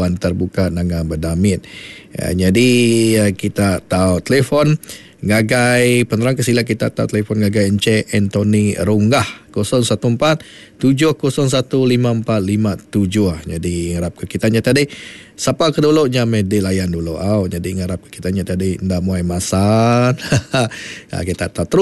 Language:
Iban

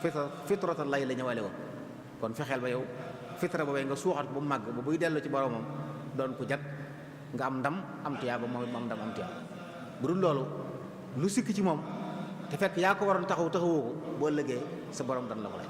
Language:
Wolof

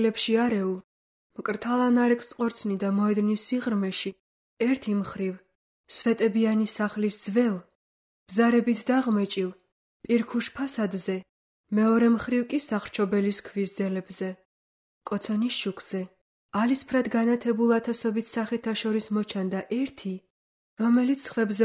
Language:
Georgian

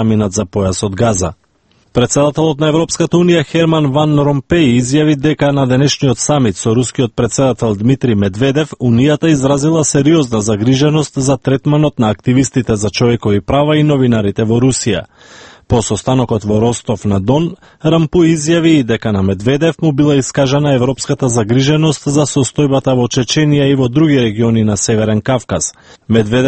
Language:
Macedonian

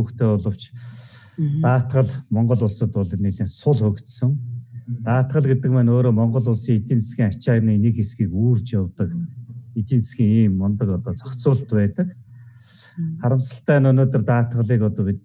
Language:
Mongolian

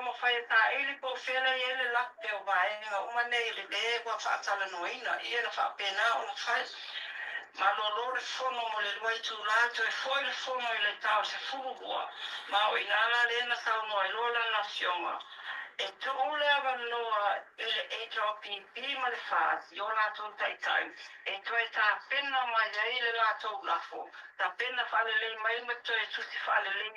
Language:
Samoan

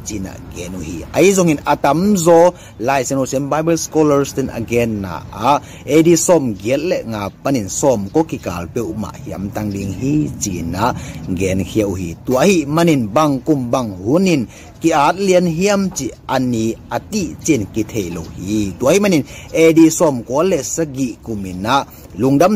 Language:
Tedim Chin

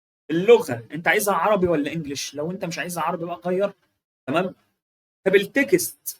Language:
Egyptian Arabic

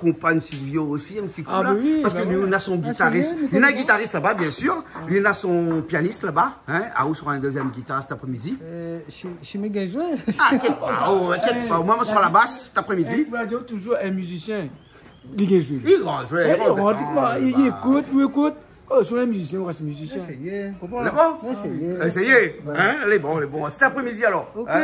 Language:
Réunion Creole French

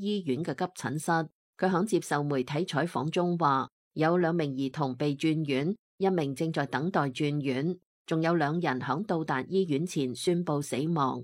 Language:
Cantonese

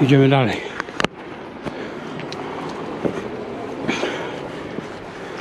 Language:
Polish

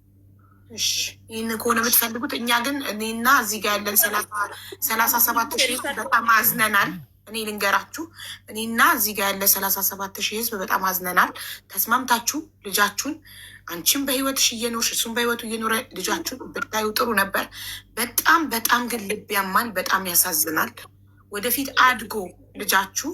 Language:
Amharic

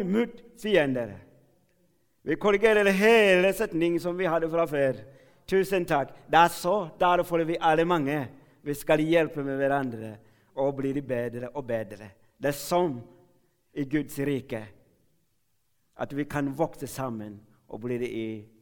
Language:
Norwegian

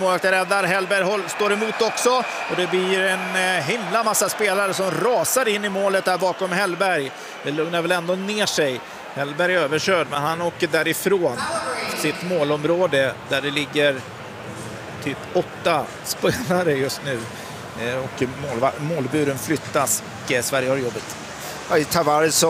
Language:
Swedish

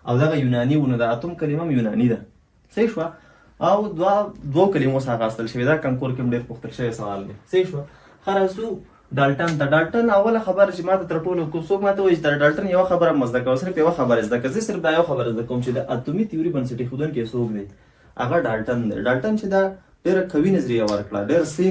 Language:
Pashto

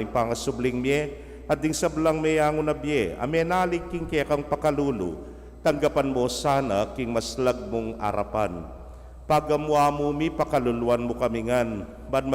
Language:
Pampanga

